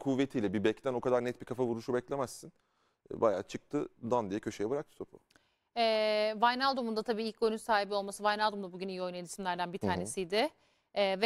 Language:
Turkish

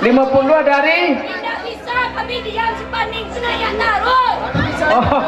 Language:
Minangkabau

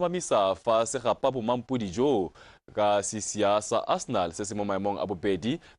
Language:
Tswana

